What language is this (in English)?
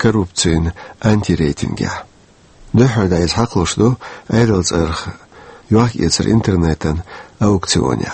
Chechen